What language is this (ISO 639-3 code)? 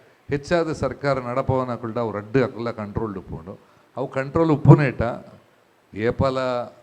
tcy